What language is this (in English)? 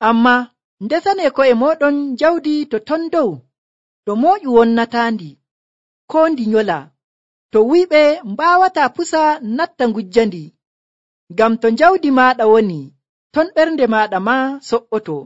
Nigerian Fulfulde